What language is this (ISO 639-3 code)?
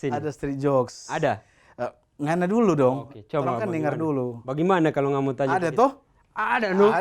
xmm